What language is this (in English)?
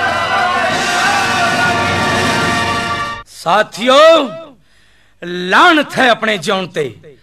Punjabi